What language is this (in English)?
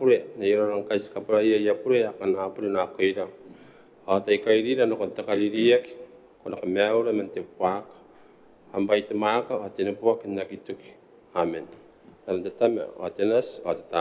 Gilbertese